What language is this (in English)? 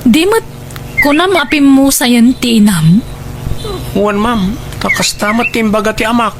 Iloko